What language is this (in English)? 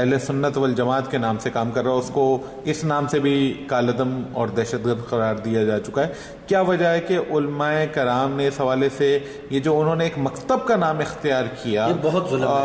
Urdu